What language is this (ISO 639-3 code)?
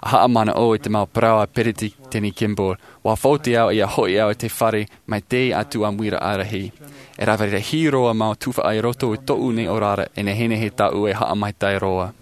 tah